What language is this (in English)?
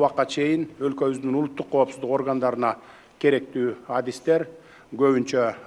Kyrgyz